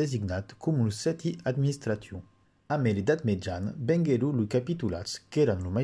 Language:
Occitan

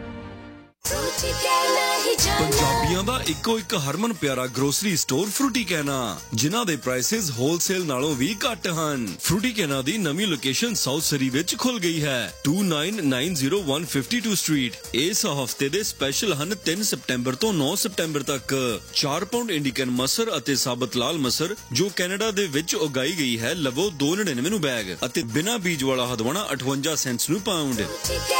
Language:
Punjabi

